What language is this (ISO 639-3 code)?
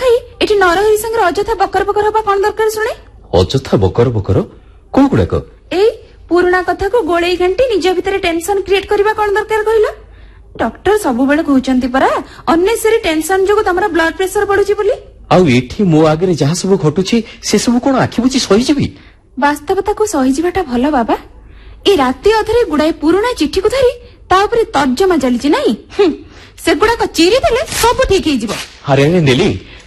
ori